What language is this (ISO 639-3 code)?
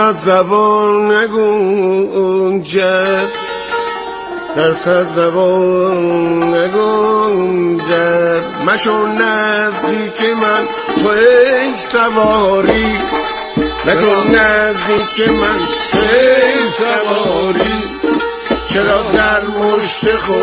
fas